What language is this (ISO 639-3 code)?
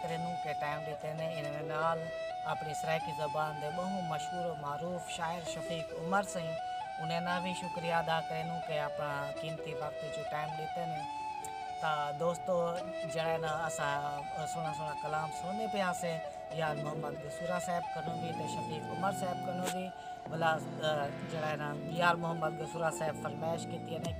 skr